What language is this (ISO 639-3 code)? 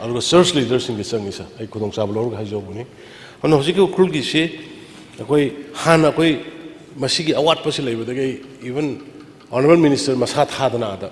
mni